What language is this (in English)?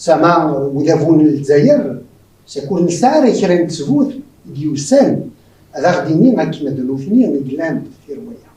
Kabyle